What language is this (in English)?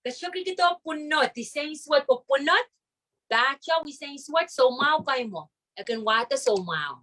Pohnpeian